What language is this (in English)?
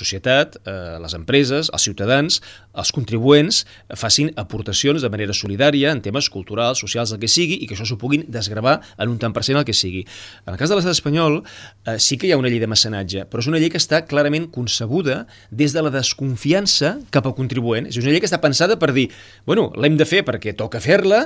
Catalan